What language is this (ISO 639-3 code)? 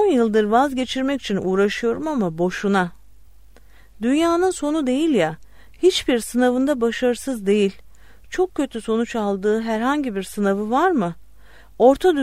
tur